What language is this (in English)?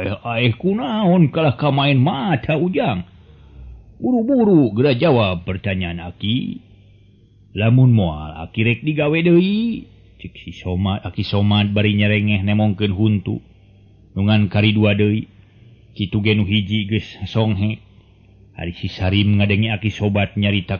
Sundanese